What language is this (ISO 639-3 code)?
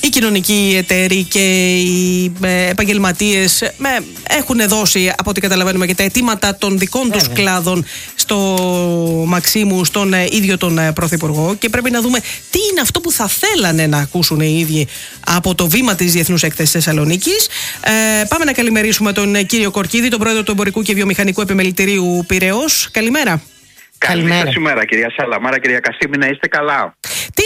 ell